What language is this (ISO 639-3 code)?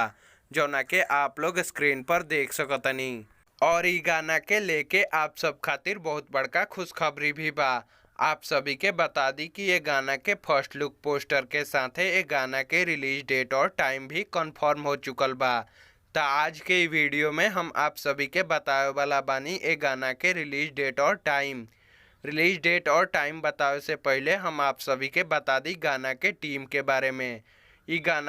bho